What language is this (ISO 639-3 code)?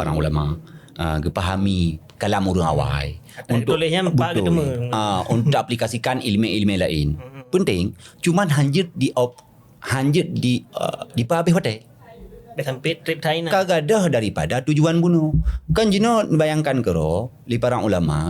ace